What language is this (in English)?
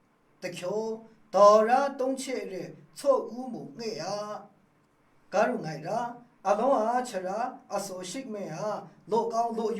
Maru